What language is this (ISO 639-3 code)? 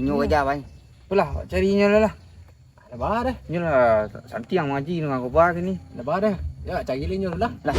min